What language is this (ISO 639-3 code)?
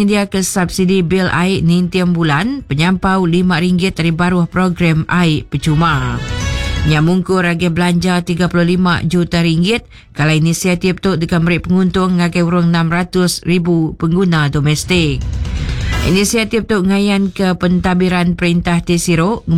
iba